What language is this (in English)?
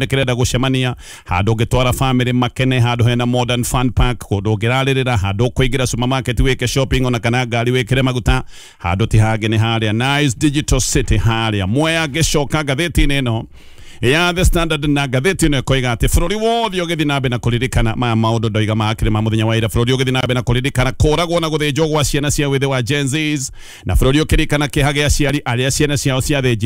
Kikuyu